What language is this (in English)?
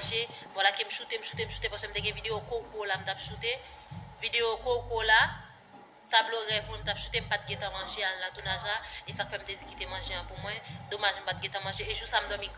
Haitian Creole